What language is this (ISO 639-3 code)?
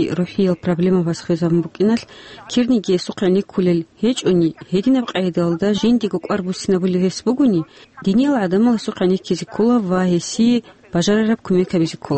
ava